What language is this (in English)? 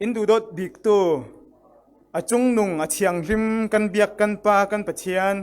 Falam Chin